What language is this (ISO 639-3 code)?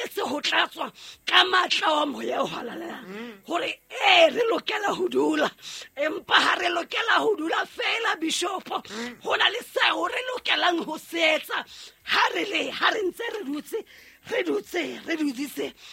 sot